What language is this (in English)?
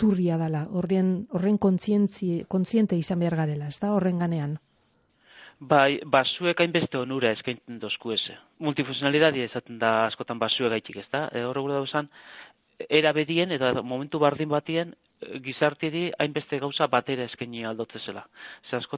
Basque